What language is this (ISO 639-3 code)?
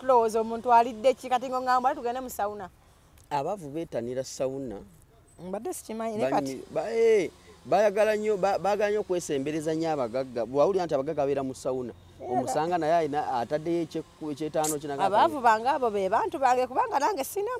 lug